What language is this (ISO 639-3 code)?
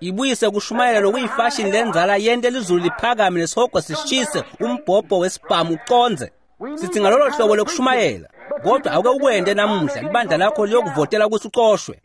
ssw